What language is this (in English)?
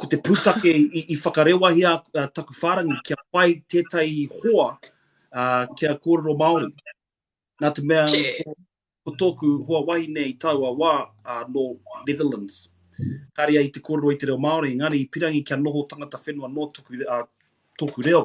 Māori